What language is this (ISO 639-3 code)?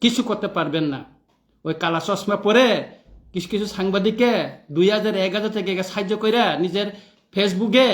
trp